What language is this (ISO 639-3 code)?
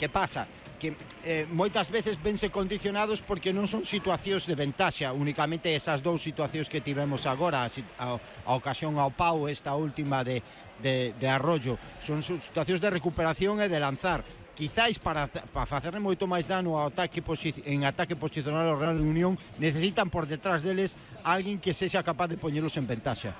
glg